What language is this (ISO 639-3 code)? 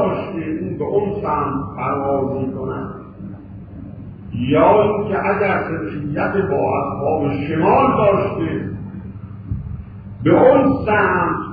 fas